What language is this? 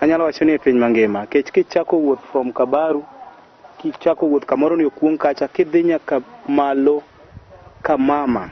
Luo (Kenya and Tanzania)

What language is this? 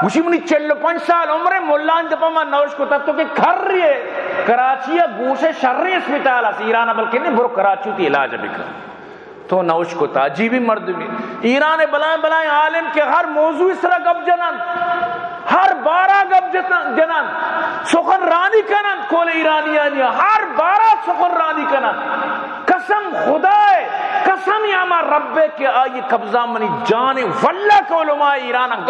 Baluchi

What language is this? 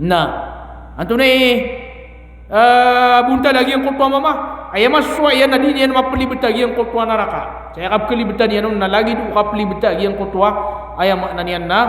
Maranao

